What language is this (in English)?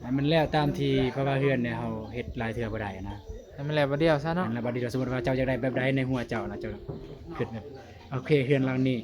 Northeastern Thai